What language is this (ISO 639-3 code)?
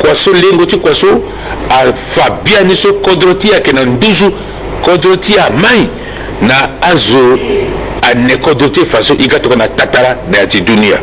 sag